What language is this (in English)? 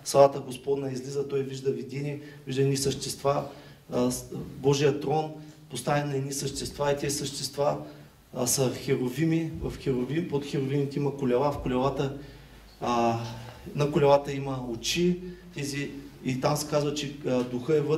Bulgarian